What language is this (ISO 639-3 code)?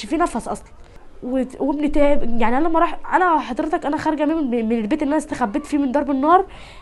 arz